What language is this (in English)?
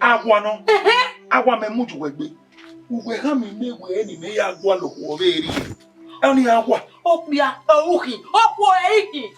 Bini